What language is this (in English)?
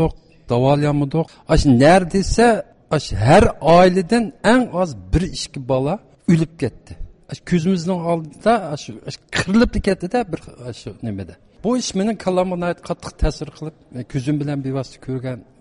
Uyghur